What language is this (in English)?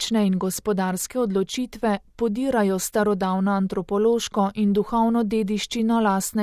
Slovenian